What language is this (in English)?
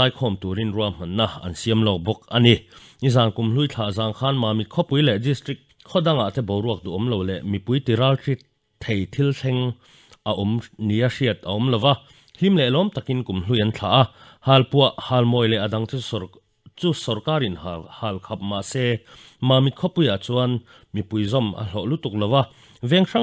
Mizo